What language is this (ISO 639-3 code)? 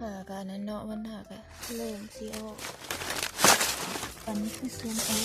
lao